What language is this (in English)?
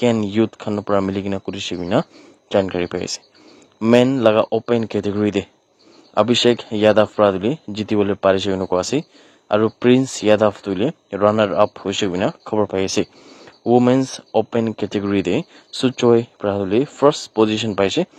Naga Pidgin